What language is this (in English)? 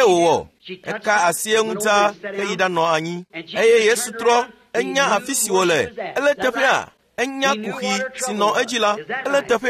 Ewe